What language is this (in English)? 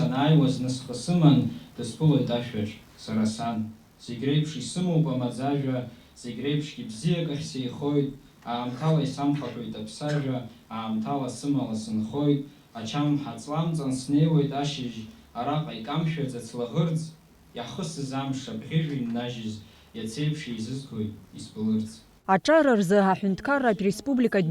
Abkhazian